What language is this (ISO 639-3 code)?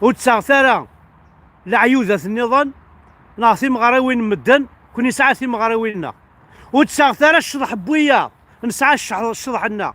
kab